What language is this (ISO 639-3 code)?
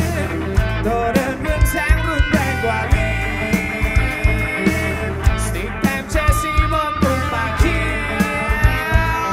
tha